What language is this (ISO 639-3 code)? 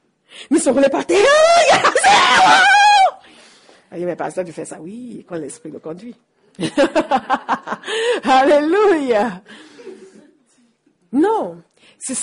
fra